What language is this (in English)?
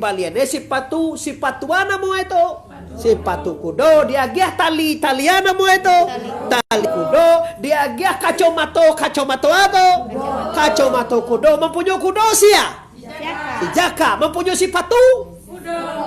Minangkabau